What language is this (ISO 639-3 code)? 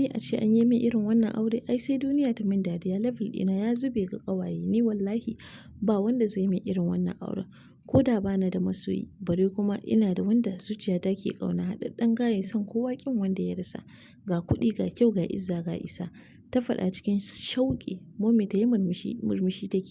hau